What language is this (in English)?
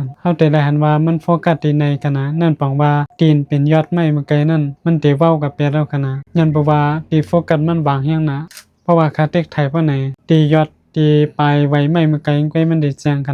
Shan